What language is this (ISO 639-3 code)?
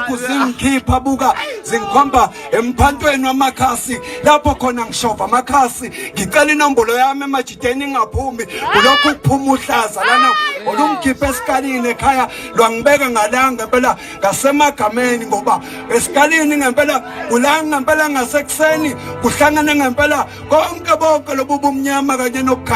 zul